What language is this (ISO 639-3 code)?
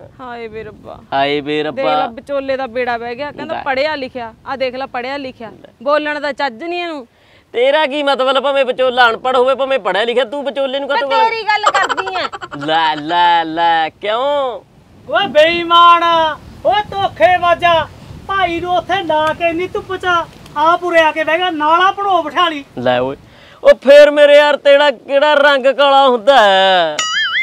pan